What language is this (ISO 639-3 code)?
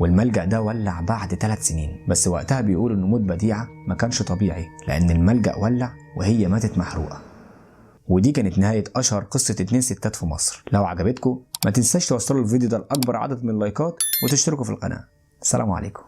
arz